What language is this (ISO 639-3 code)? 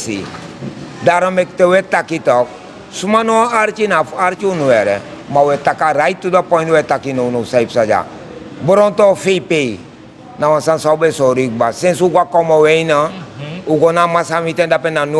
srn